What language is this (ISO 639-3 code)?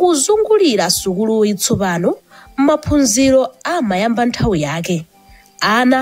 nya